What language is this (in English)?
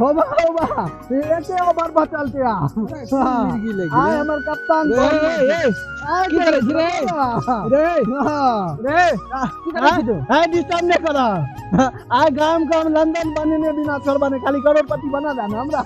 Maithili